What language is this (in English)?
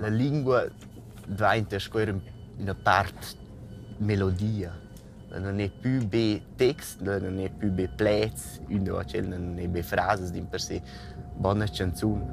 Romansh